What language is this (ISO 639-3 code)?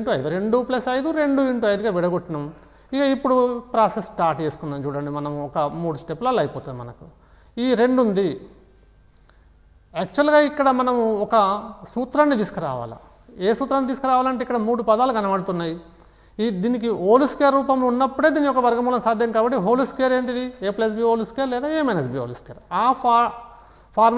tel